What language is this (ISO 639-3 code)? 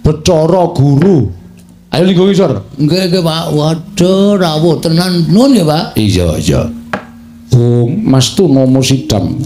jav